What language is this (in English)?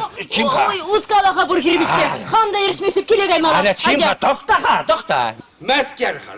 Chuvash